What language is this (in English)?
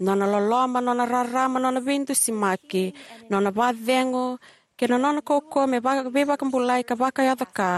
Fijian